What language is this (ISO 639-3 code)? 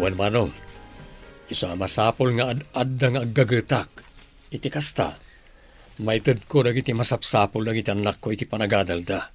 ilo